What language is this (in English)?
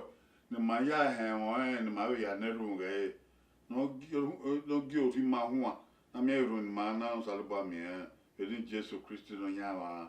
Bini